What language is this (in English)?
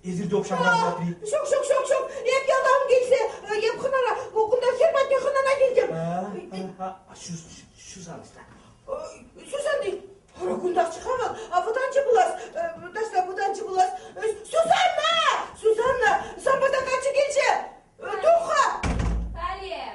Chuvash